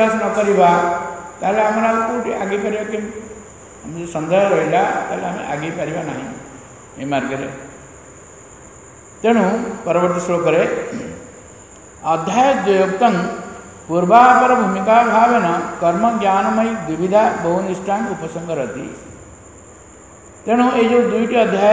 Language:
Odia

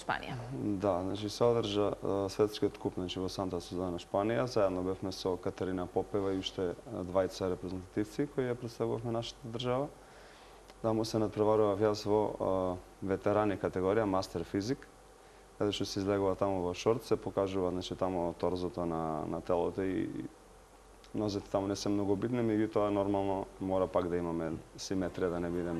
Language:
Macedonian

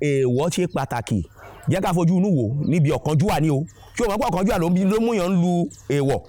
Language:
Yoruba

